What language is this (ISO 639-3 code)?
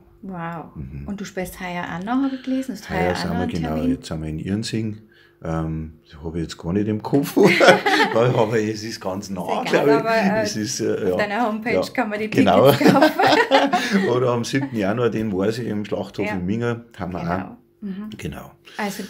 bar